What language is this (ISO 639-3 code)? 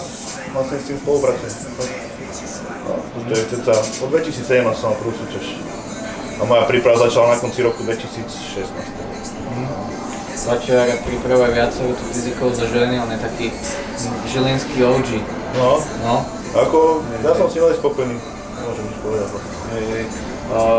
slk